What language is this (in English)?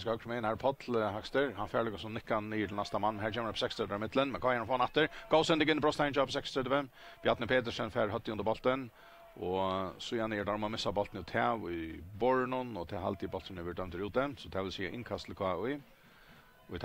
Faroese